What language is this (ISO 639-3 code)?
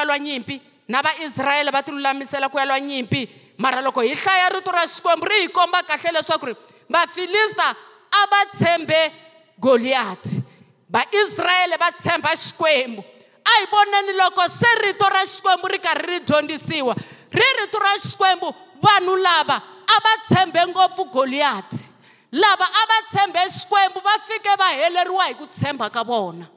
tso